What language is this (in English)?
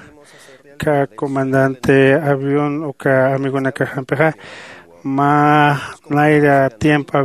Aymara